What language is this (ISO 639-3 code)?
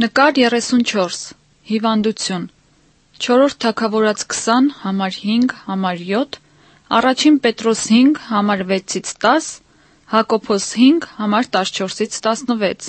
hye